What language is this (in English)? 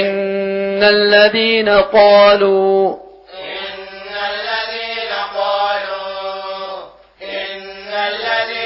Arabic